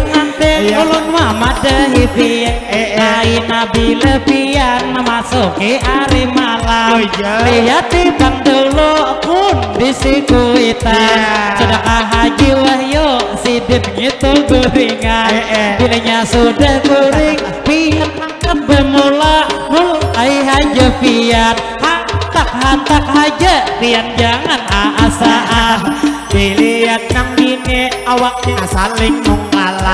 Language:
Banjar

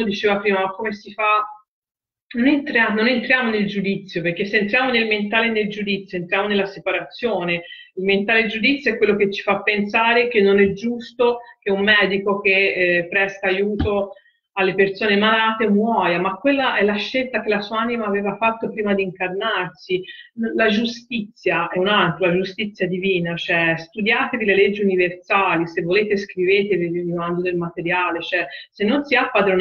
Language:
Italian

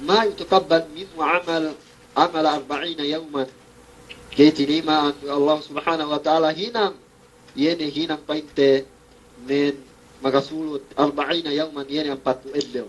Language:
Yakan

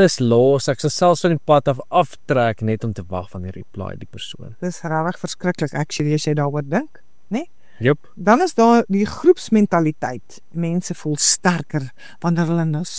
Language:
Afrikaans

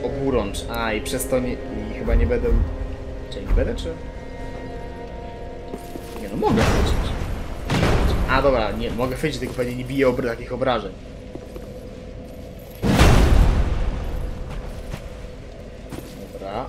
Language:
Polish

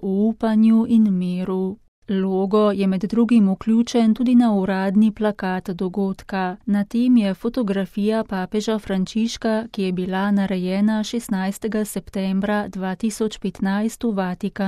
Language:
Slovenian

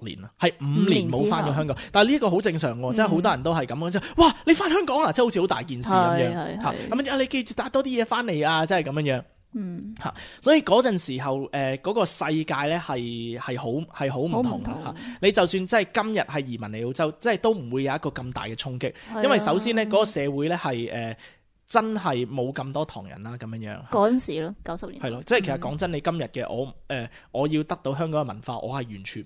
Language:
Cantonese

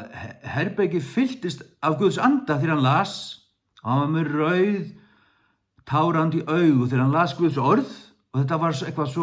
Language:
Faroese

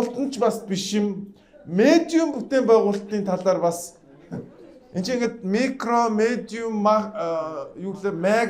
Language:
Mongolian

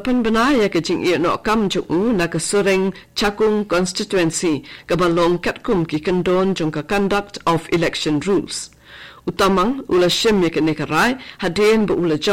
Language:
Khasi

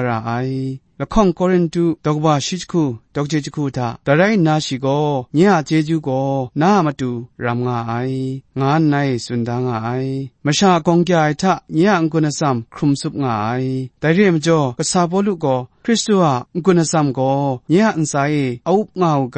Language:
Kachin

